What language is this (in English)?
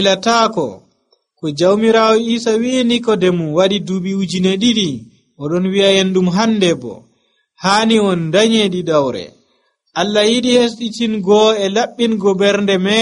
Nigerian Fulfulde